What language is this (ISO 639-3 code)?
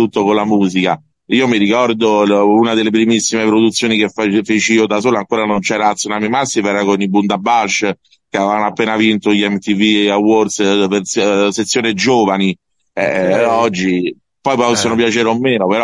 ita